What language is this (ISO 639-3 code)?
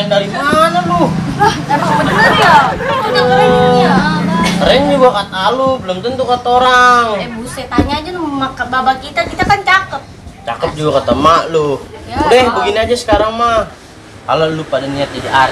bew